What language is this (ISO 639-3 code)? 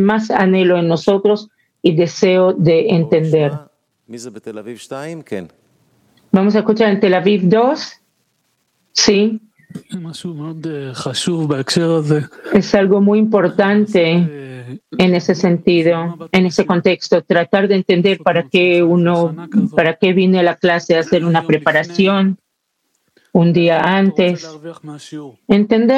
spa